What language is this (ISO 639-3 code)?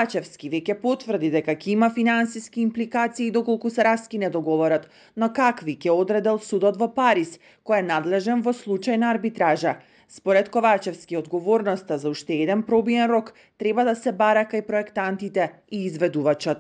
mkd